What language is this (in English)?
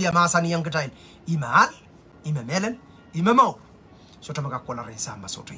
Pohnpeian